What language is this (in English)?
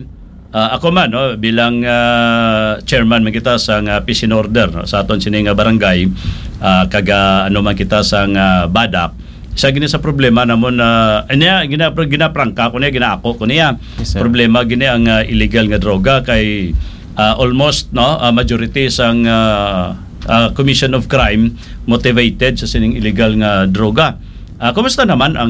Hiligaynon